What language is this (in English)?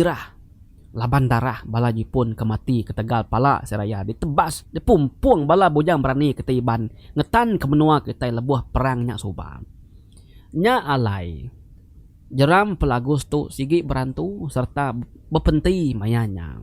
Iban